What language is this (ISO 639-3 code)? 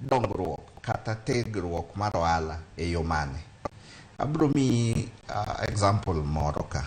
luo